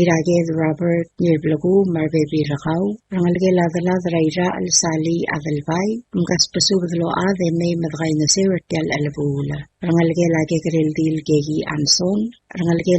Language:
Palauan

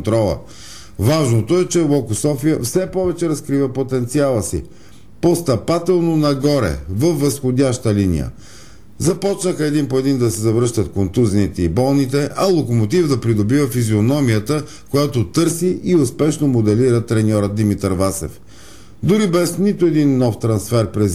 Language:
Bulgarian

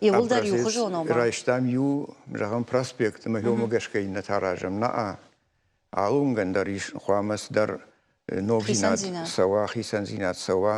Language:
Ossetic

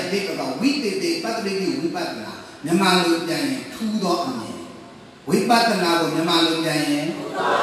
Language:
Burmese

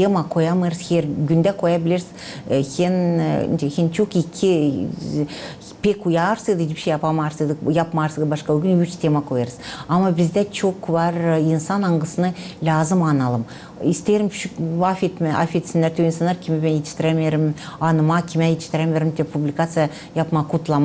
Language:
Gagauz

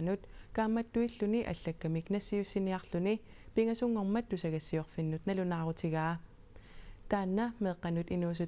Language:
Kalaallisut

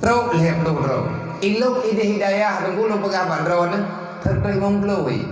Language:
Achinese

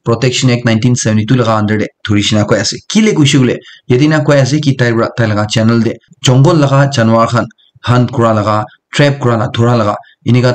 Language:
Naga Pidgin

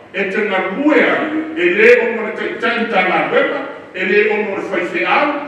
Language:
Samoan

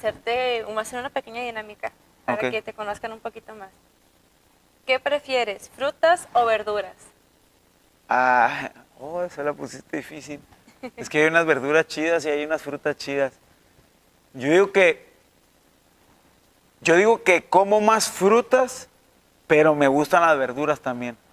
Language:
Spanish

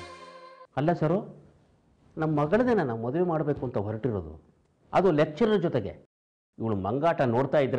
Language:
Kannada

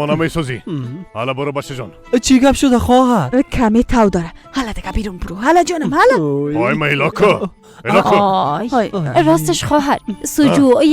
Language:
Persian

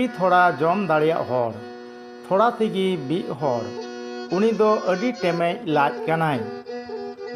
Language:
Santali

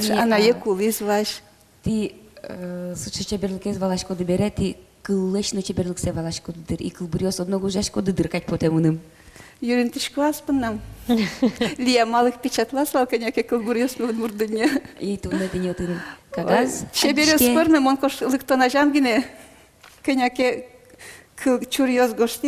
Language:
Udmurt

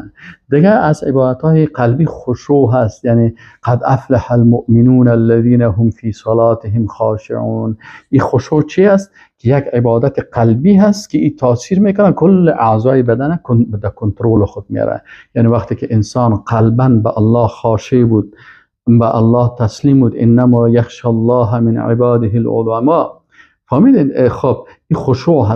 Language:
Persian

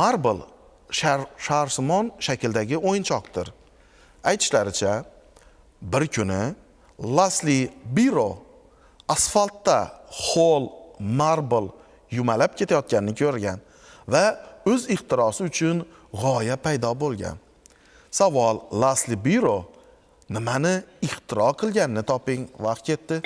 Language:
Uzbek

